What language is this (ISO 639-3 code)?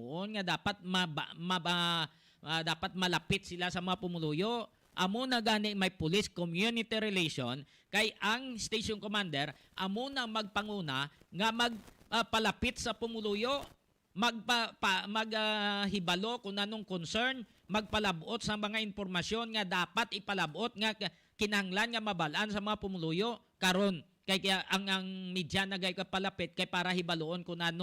hil